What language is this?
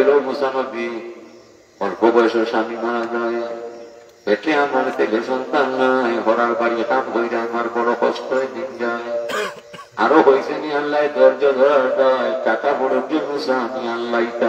Sylheti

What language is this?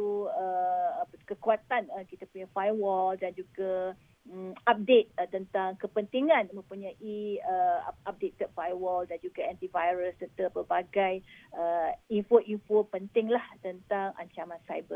Malay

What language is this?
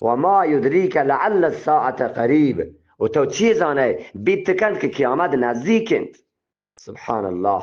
Eastern Balochi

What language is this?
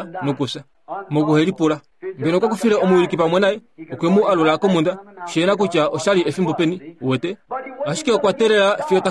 Kuanyama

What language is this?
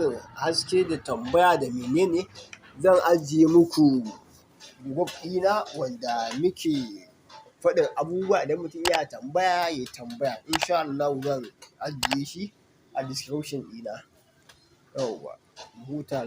Hausa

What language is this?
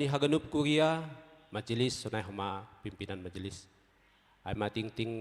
Batak Simalungun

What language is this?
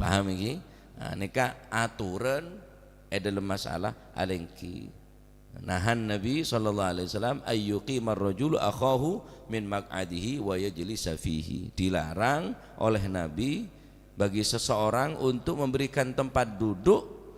Madurese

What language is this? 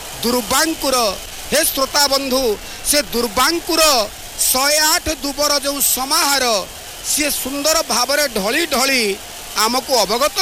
Odia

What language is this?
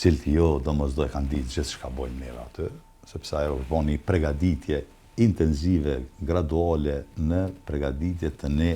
Albanian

